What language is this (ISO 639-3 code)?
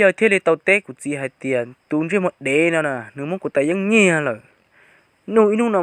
hmn